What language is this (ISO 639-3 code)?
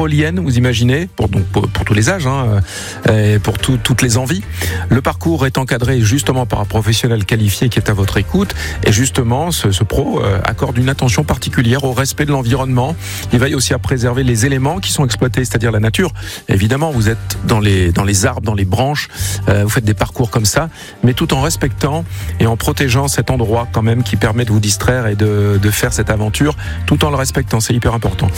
fra